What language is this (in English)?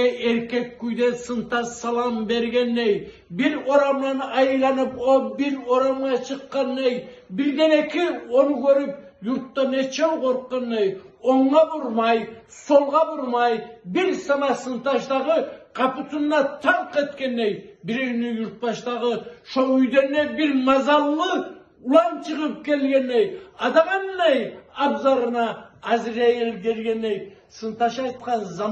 Kumyk